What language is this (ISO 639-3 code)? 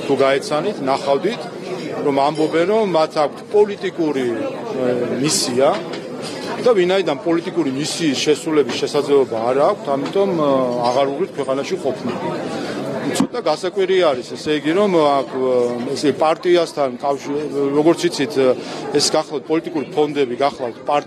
kat